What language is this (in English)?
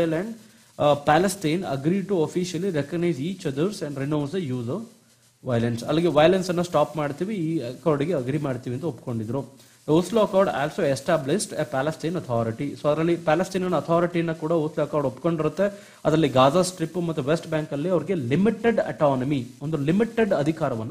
Kannada